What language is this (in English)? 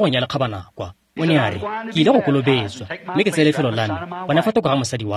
Tswana